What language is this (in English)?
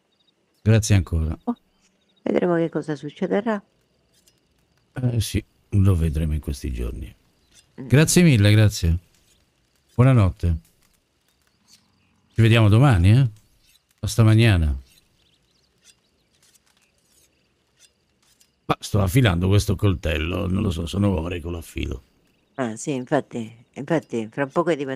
Italian